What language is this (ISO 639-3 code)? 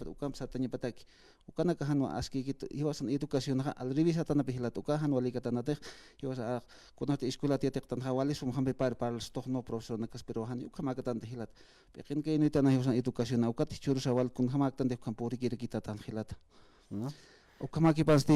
aym